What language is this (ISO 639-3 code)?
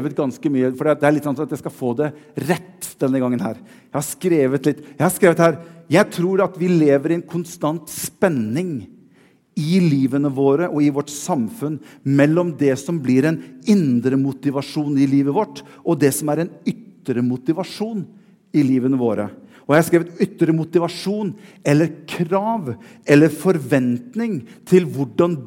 nor